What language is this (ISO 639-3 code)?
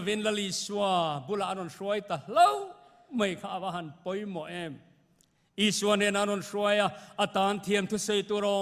lus